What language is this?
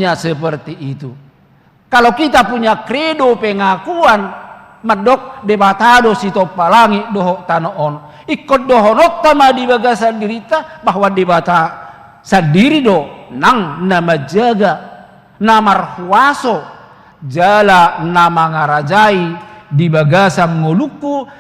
Batak Toba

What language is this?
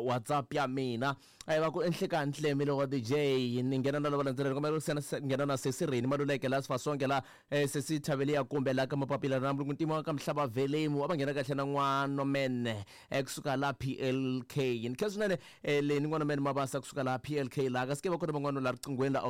Tsonga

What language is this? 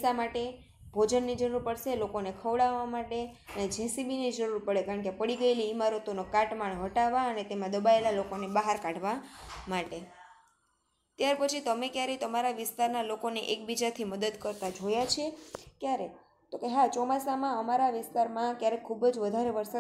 Gujarati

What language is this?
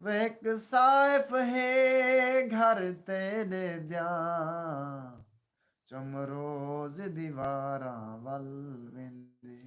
Saraiki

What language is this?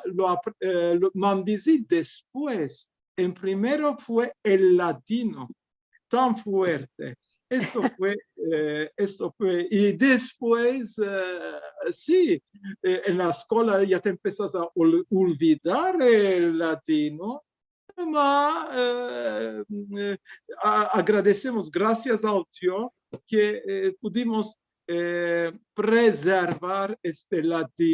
Ladino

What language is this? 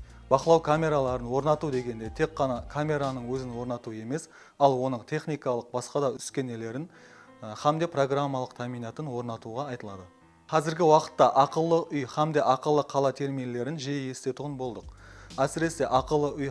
Kara-Kalpak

